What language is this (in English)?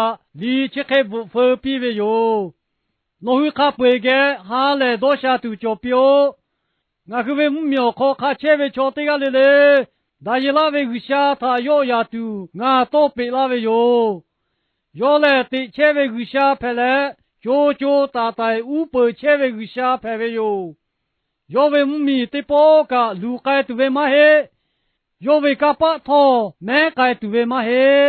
Lahu